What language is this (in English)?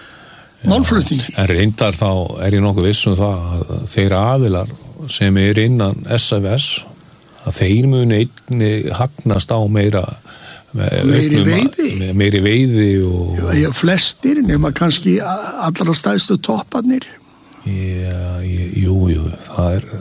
Icelandic